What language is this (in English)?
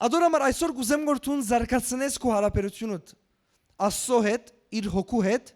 Western Armenian